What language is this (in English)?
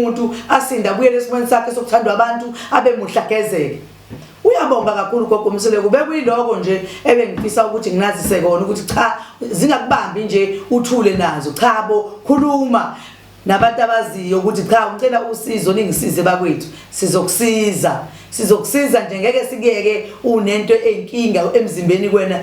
Zulu